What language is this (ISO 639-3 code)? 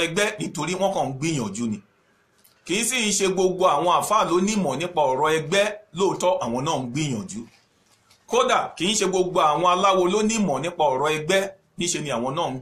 yor